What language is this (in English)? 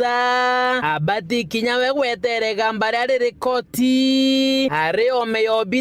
Meru